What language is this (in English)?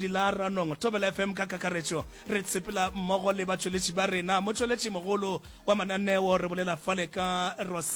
Northern Sotho